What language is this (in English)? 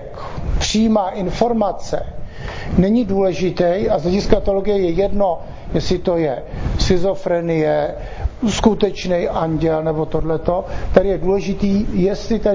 Czech